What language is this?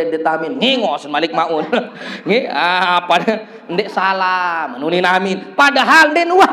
Sasak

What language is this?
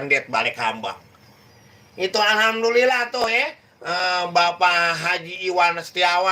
Betawi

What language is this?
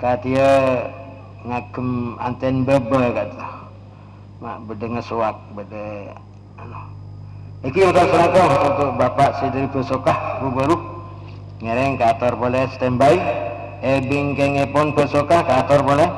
Madurese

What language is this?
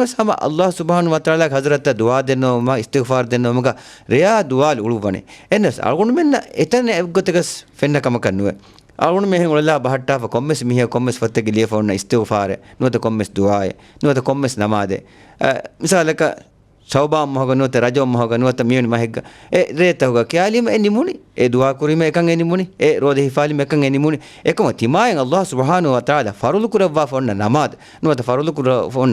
Divehi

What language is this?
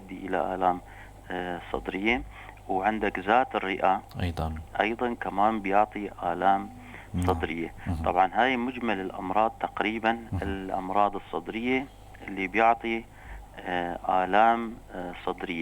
North Levantine Arabic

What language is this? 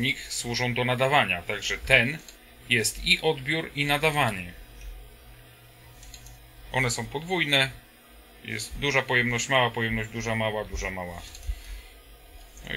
Polish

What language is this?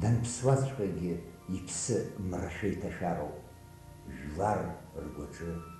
Abkhazian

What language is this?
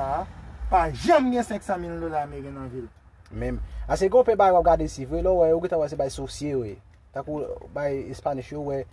Haitian Creole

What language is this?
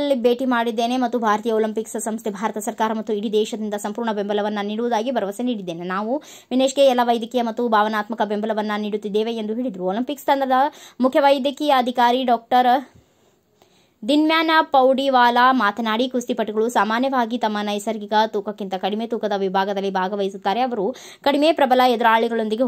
Kannada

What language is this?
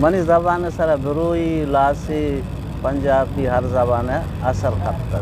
Eastern Balochi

